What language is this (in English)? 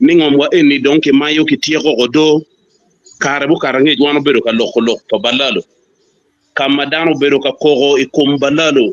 Acoli